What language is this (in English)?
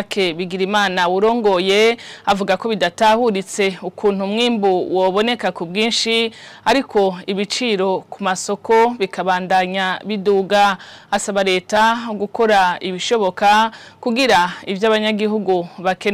Rundi